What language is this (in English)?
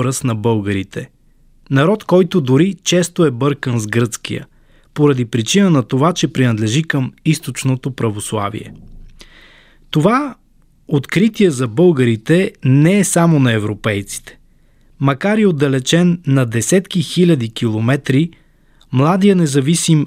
Bulgarian